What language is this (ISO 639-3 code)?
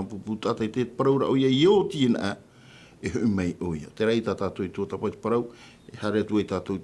tah